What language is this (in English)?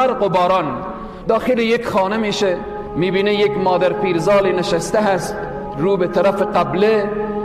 Tajik